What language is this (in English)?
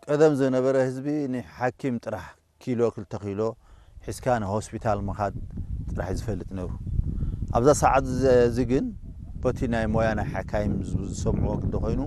Tigrinya